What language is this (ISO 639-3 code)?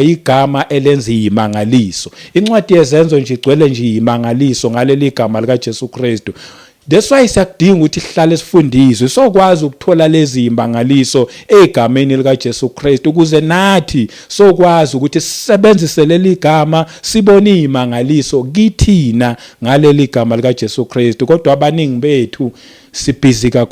zul